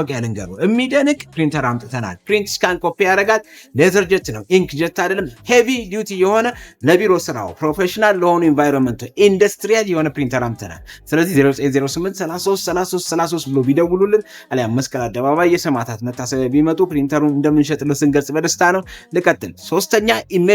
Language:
Amharic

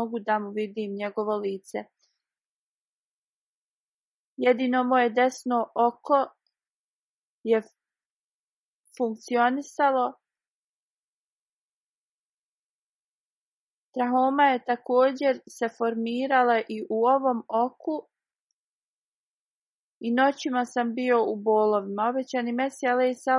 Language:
Bosnian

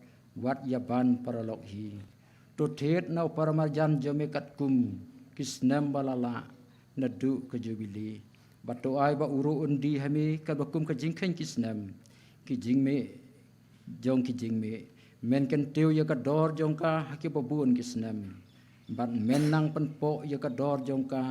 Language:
Khasi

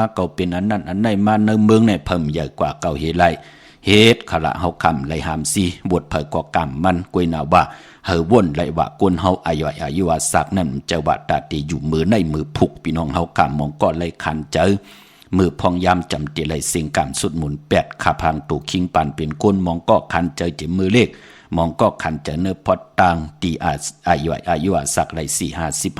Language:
Shan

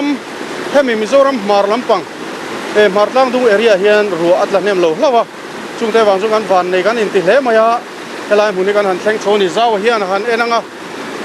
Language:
Mizo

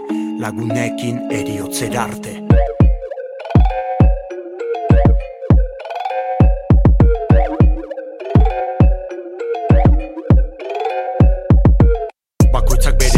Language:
Basque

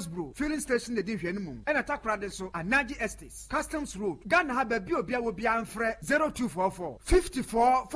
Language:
Akan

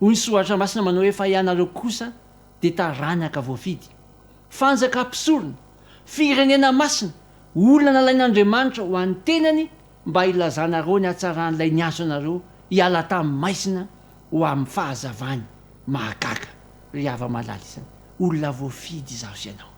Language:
Malagasy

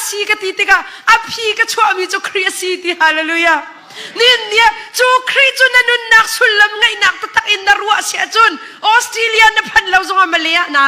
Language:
Hakha Chin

